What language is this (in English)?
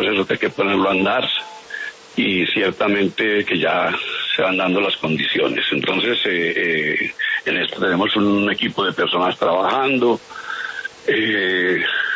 Spanish